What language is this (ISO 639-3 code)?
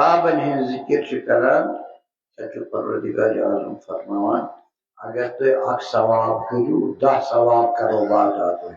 kas